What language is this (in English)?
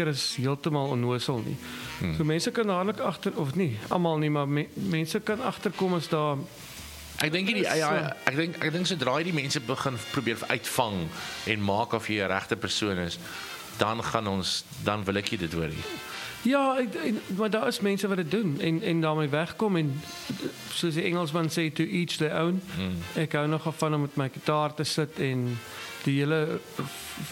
Afrikaans